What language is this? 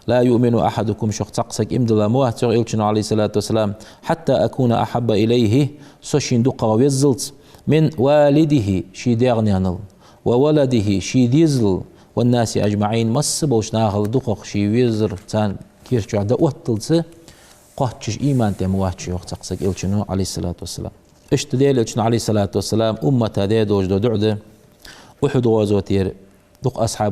Ingush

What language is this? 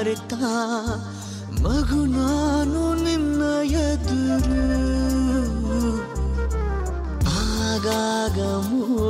Kannada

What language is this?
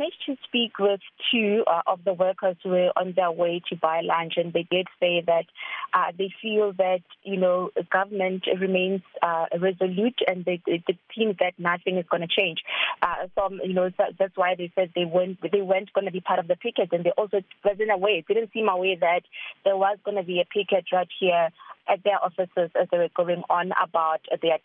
English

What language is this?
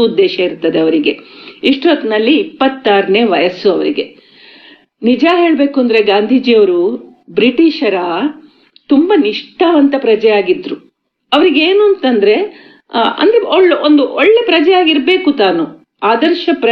Kannada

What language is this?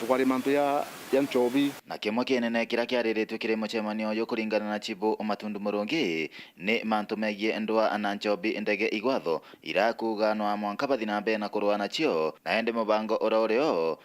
Meru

